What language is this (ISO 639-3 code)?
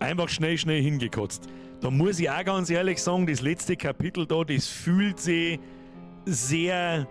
bar